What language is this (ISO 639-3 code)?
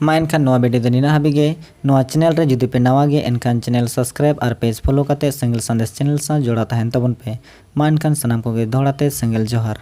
sat